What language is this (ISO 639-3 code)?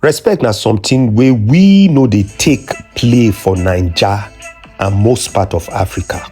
pcm